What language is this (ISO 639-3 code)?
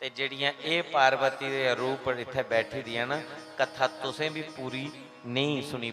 doi